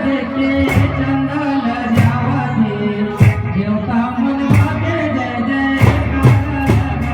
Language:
Chhattisgarhi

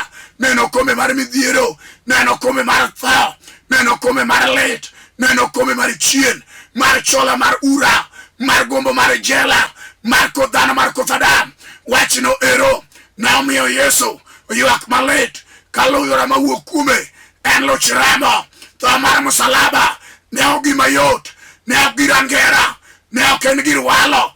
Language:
Luo (Kenya and Tanzania)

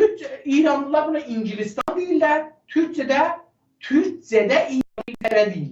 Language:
South Azerbaijani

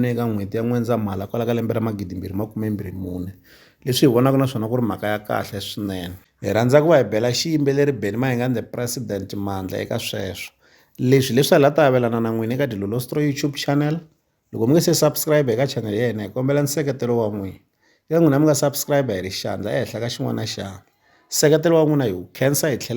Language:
Tsonga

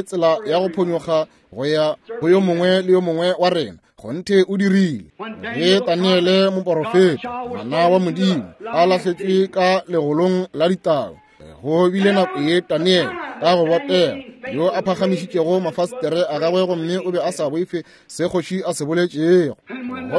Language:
Northern Sotho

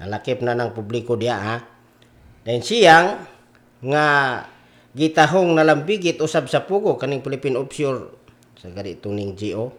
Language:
Cebuano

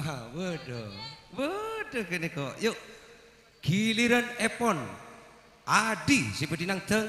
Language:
Madurese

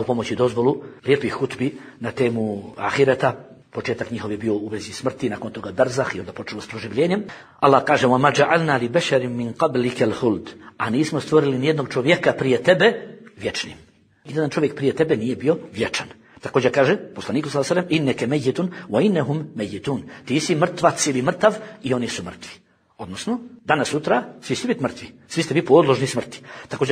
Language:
Bosnian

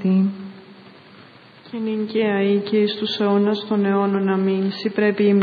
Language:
Greek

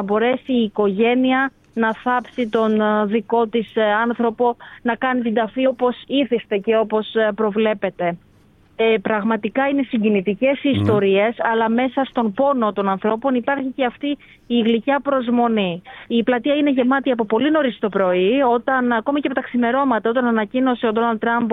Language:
Greek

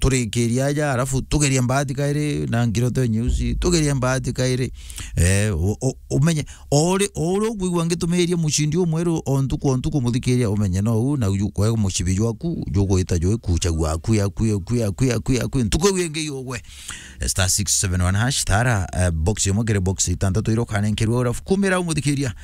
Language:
Meru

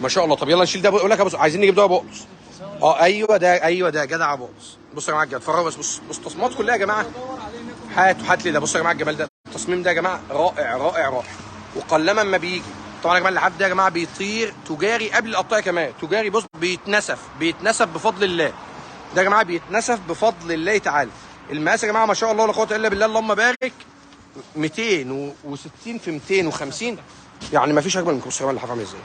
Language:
Egyptian Arabic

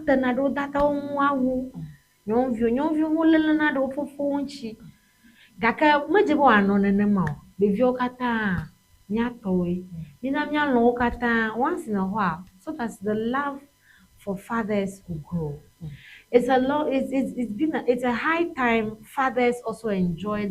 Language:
Ewe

